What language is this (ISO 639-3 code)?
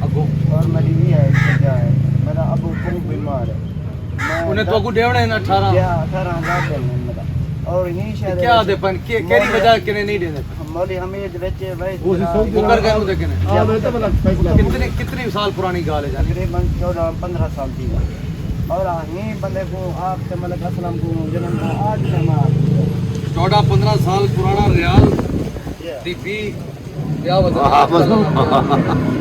skr